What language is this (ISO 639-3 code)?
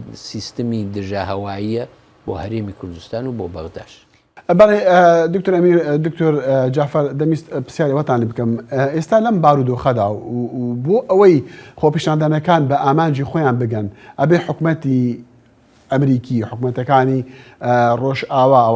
ckb